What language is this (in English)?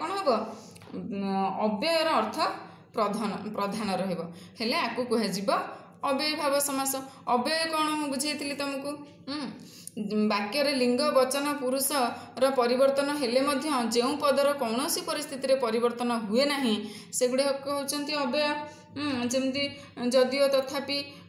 Odia